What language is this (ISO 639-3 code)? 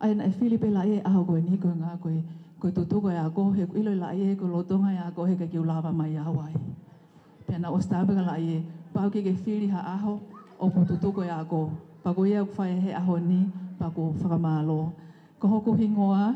ton